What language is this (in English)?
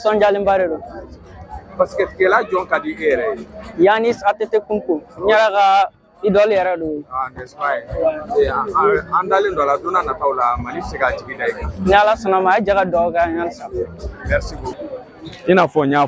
Bambara